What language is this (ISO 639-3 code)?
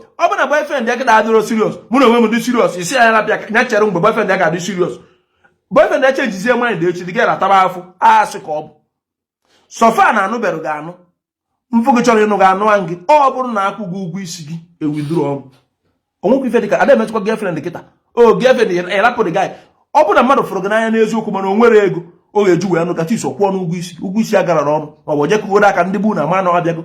ibo